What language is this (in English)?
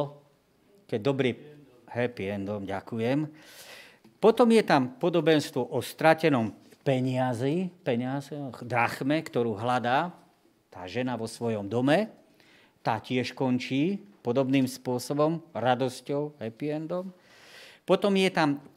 Slovak